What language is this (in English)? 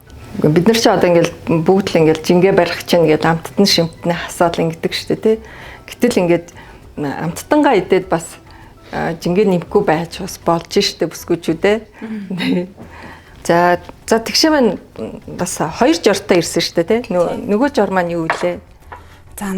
Mongolian